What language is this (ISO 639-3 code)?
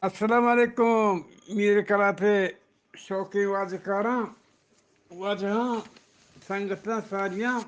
bgp